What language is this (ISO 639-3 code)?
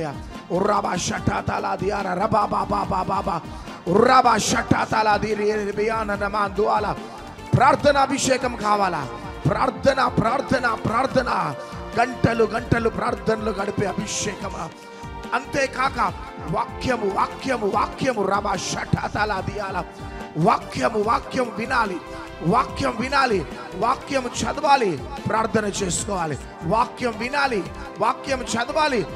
tel